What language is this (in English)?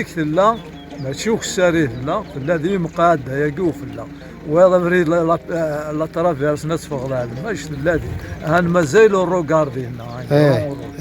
Kabyle